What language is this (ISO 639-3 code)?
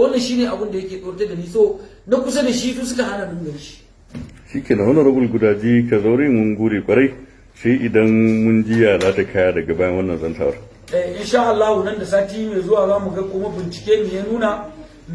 hau